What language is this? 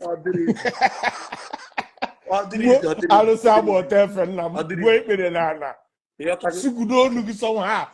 Igbo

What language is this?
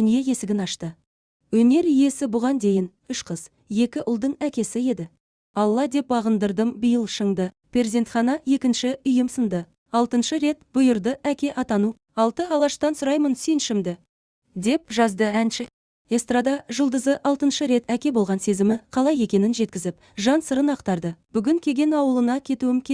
Kazakh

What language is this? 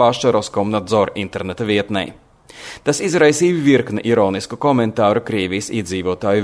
Latvian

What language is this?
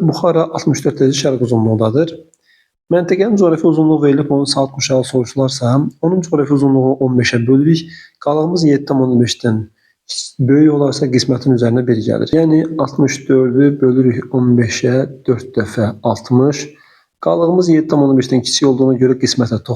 Azerbaijani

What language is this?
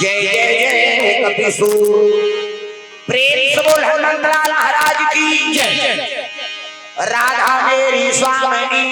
Chhattisgarhi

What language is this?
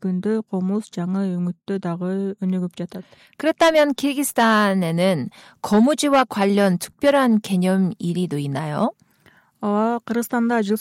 Kyrgyz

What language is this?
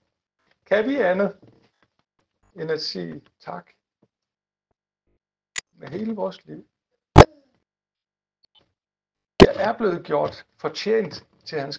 Danish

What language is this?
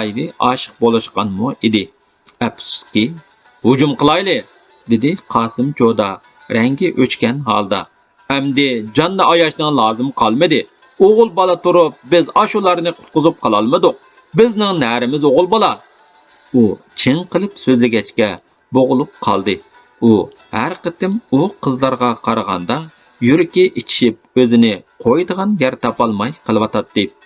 Uyghur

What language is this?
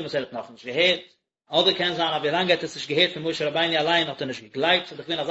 Yiddish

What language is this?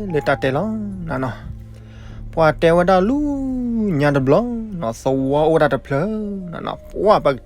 S'gaw Karen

